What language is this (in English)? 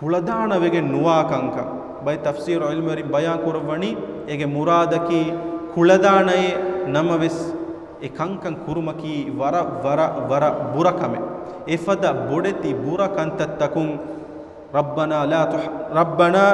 Divehi